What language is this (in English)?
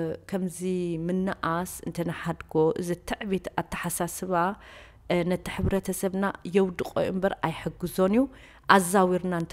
Tigrinya